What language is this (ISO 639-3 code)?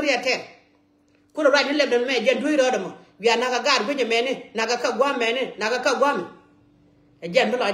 nus